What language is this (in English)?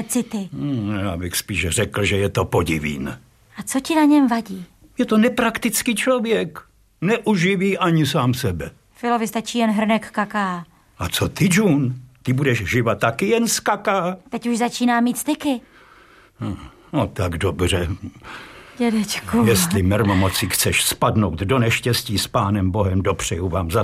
Czech